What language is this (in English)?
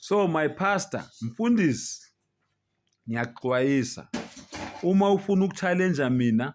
Zulu